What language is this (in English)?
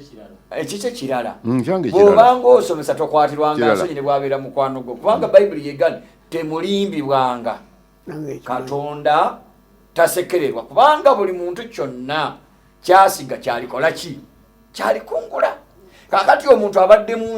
Ganda